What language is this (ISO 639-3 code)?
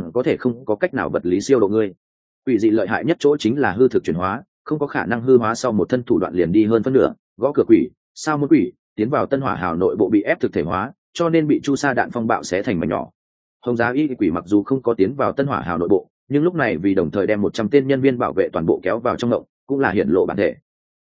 vie